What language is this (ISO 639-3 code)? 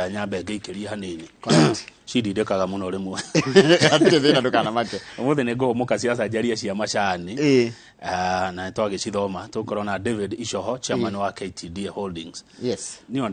kik